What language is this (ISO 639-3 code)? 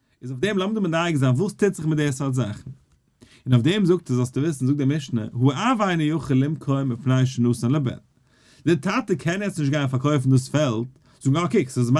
yid